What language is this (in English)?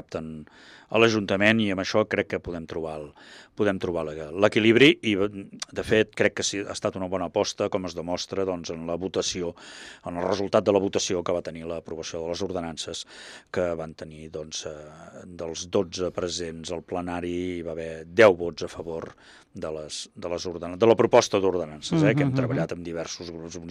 Catalan